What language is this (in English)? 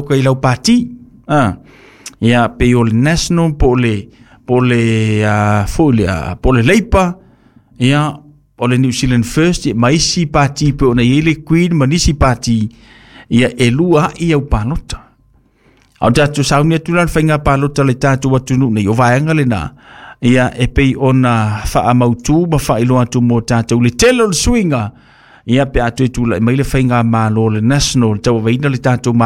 Samoan